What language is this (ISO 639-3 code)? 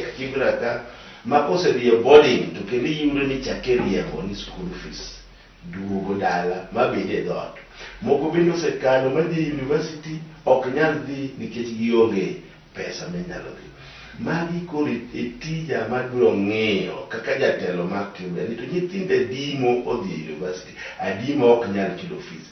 luo